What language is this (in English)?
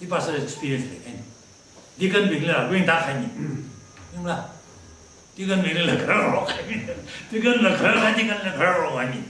Tangkhul Naga (India)